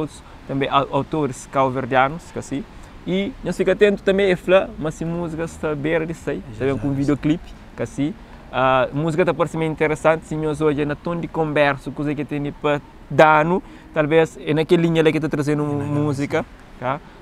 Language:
Kabuverdianu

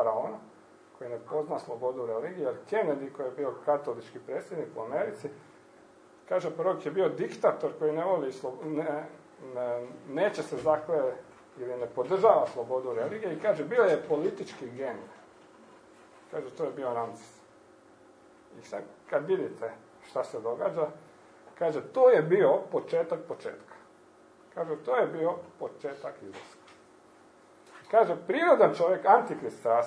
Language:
Croatian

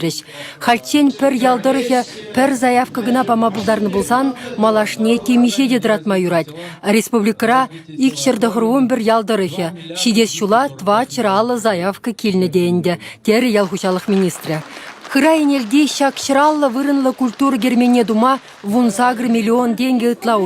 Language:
Chuvash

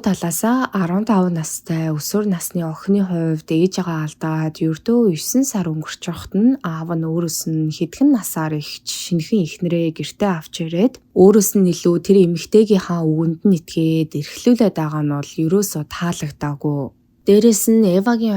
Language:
Mongolian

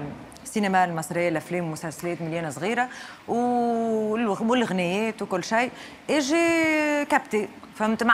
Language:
Tunisian Arabic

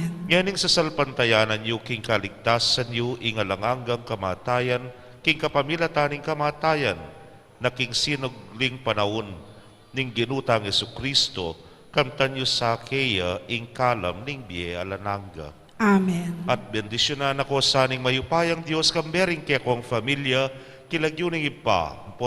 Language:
Pampanga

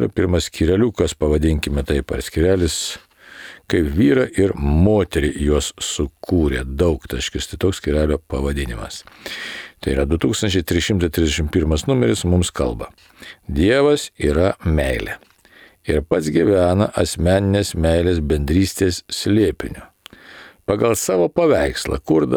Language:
Lithuanian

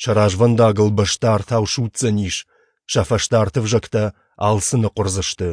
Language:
Ossetic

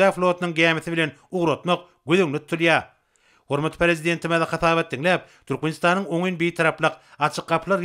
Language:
Turkmen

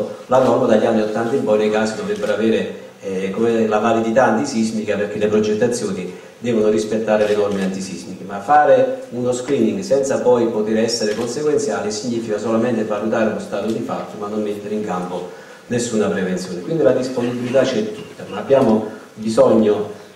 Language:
Italian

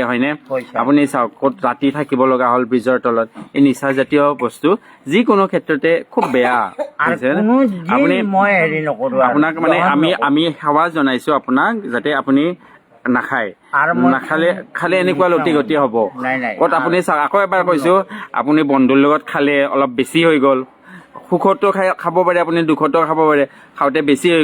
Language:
Assamese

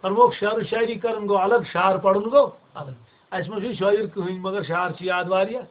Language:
Kashmiri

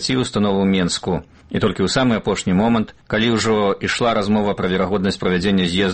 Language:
Belarusian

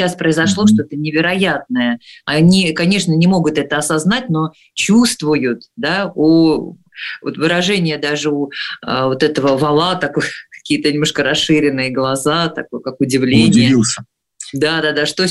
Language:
Russian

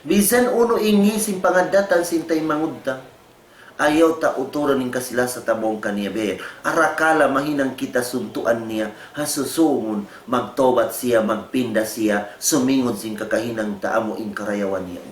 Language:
Tausug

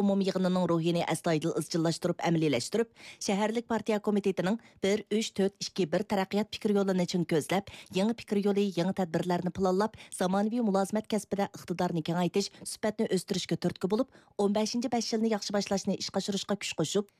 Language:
Uyghur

